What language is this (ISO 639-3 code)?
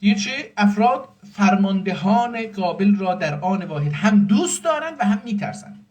azb